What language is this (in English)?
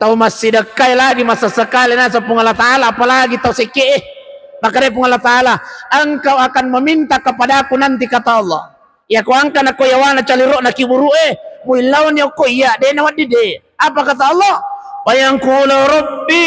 Buginese